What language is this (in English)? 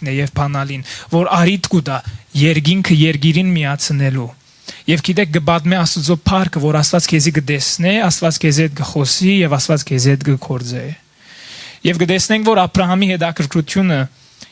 Western Armenian